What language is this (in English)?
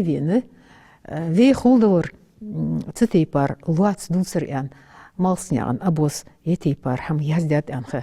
Ingush